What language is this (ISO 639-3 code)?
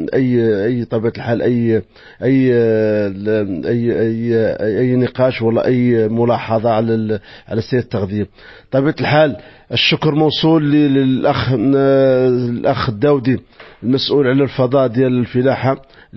ary